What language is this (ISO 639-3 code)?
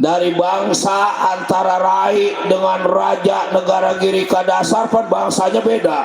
bew